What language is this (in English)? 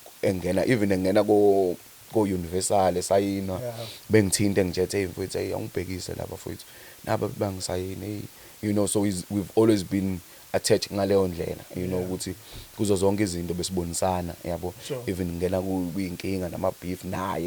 Zulu